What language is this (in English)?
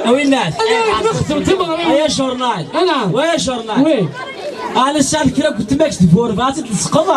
Kabyle